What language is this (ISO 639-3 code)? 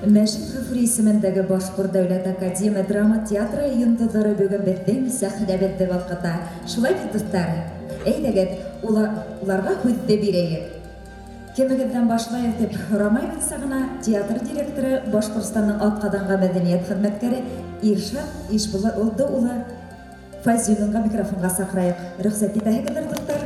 bak